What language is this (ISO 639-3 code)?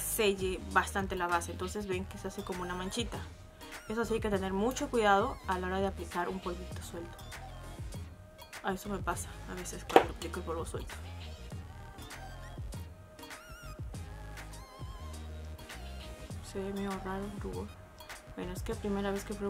spa